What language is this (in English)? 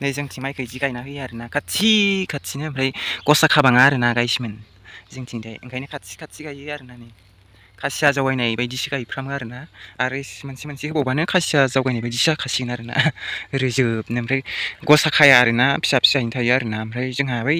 Bodo